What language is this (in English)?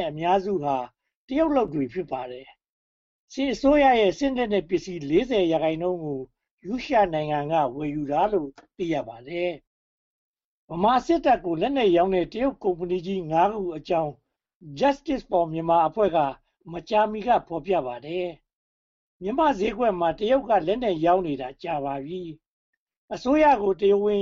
Burmese